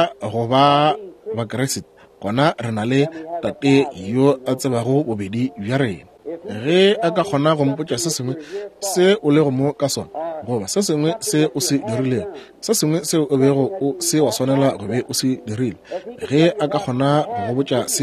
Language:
Northern Sotho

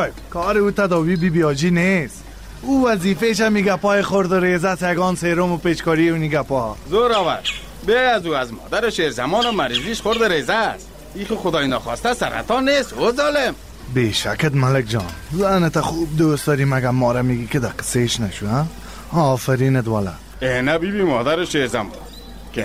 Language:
Persian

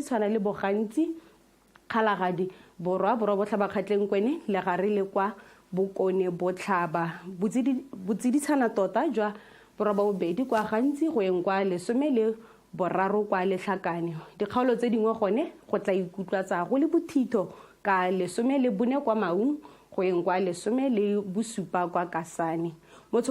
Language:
Tswana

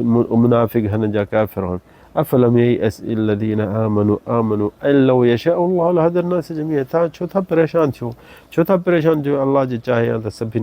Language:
Sindhi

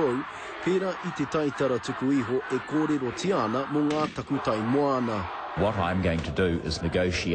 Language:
Māori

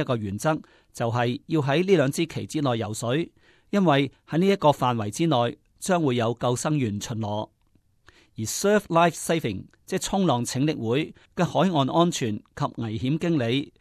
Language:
Cantonese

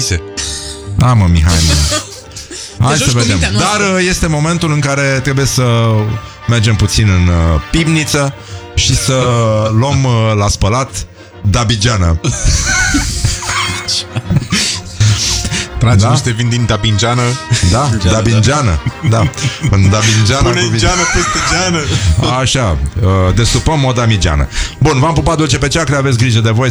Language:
Romanian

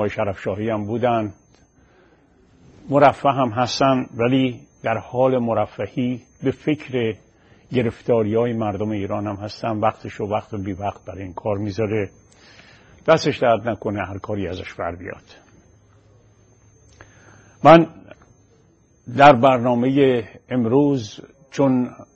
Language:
Persian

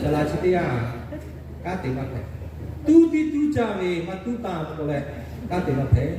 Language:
Lahu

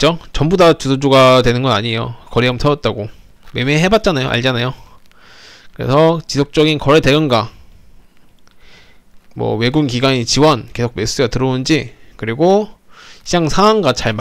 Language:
Korean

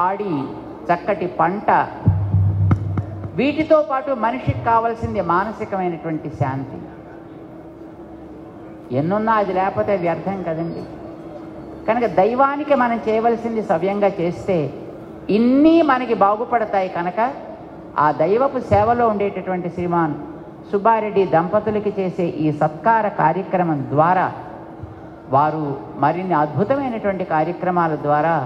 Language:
Telugu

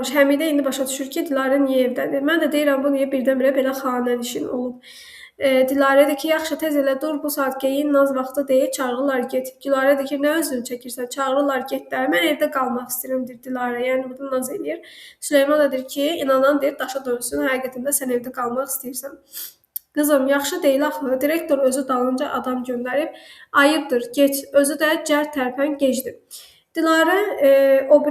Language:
Azerbaijani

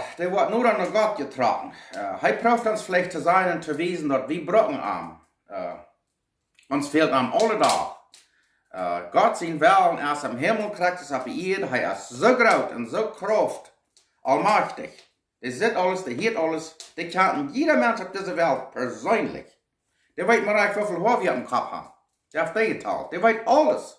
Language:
Plautdietsch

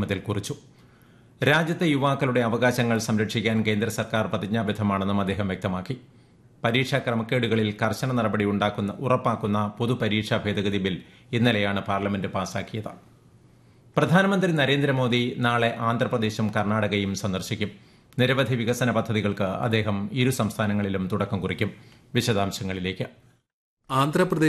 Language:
Malayalam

